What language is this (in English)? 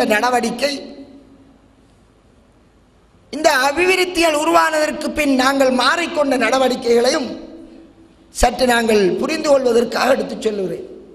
Tamil